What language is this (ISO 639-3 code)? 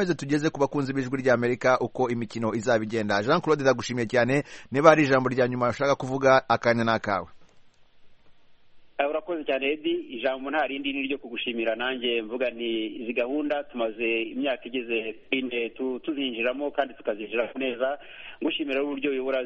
kin